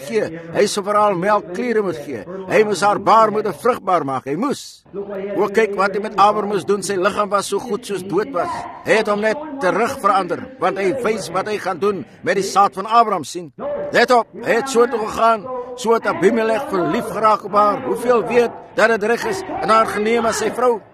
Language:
Afrikaans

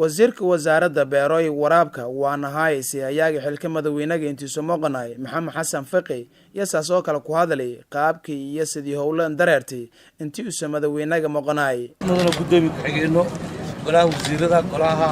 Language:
Somali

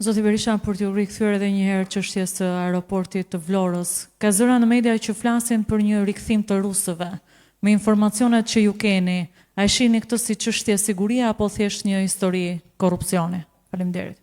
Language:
Albanian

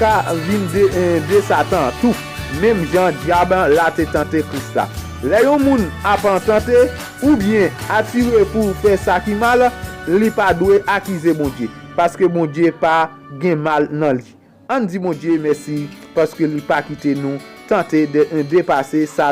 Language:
Haitian Creole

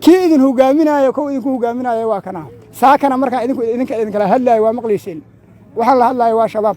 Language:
Somali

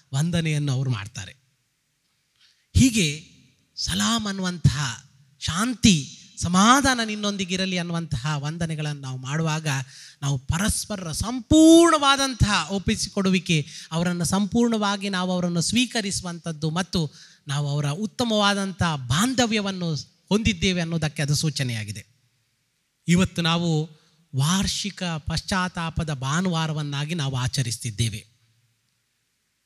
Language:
Kannada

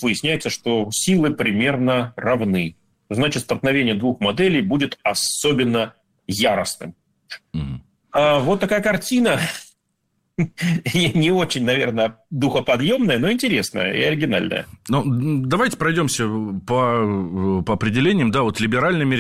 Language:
Russian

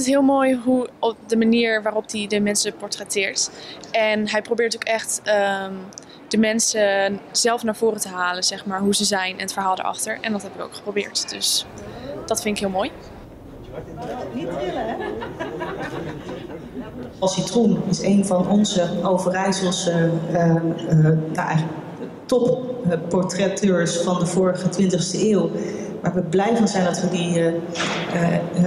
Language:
Dutch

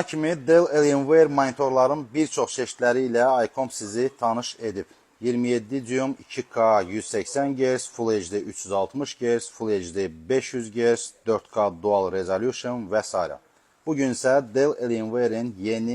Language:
Azerbaijani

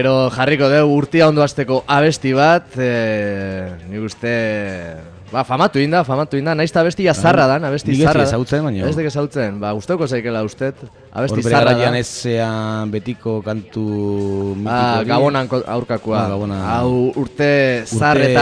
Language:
Basque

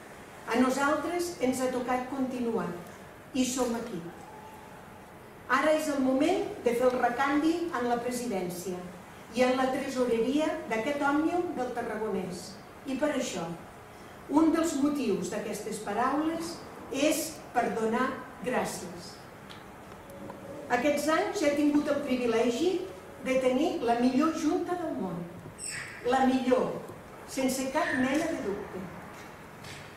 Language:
Catalan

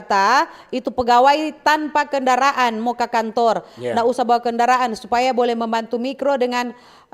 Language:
Manado Malay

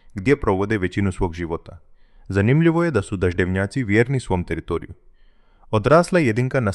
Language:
Croatian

